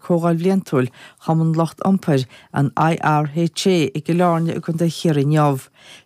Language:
Irish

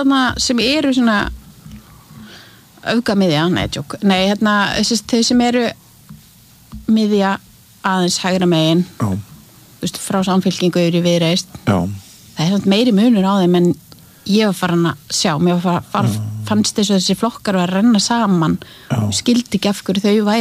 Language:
Icelandic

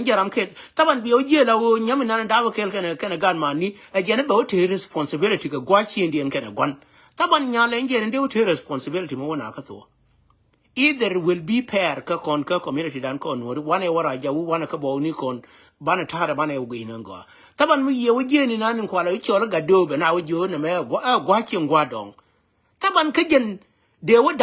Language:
Nuer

